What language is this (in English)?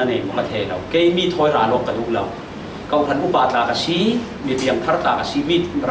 Falam Chin